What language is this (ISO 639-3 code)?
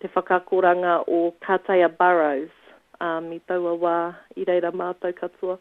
mri